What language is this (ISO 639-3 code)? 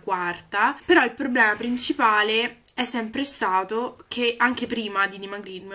ita